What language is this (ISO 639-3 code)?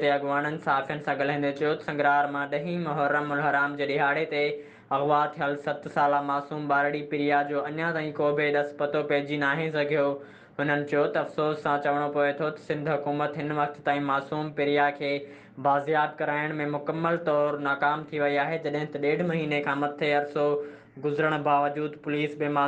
snd